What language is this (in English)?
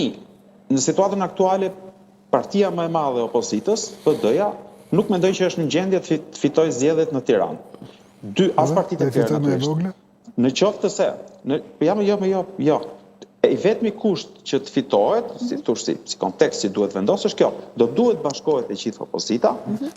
Albanian